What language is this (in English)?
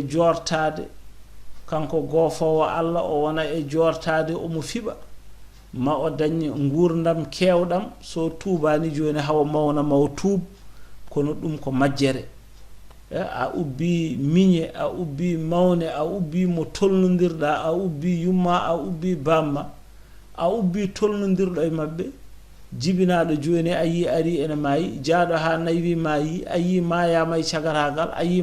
Fula